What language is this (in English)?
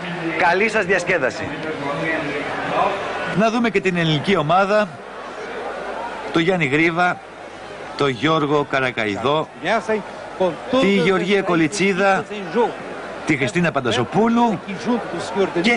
Greek